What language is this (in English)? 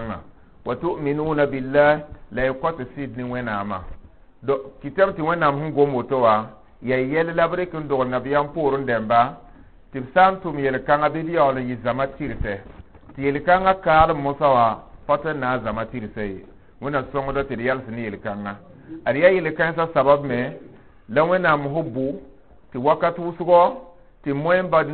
Mossi